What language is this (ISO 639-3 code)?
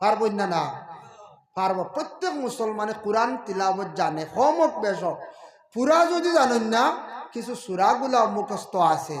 syl